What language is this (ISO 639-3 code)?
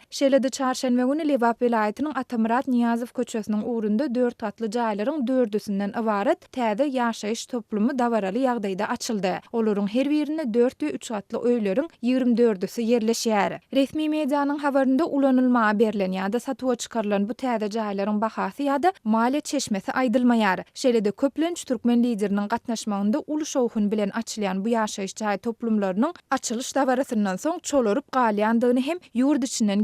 tuk